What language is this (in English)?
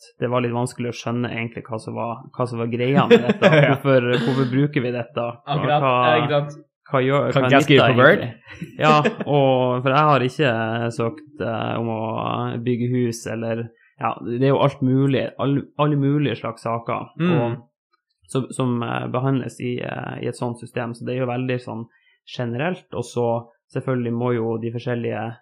Norwegian